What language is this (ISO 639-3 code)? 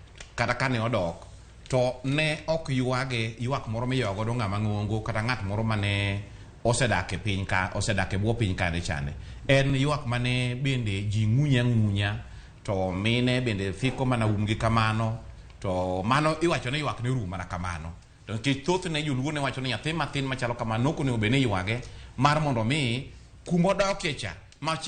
luo